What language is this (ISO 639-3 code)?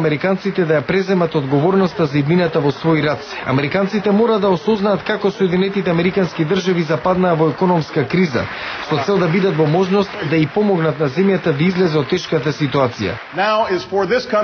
mkd